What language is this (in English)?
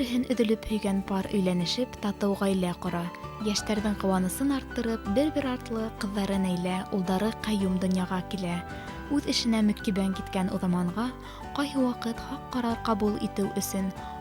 Bashkir